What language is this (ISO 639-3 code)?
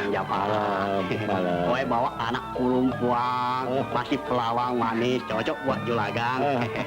bew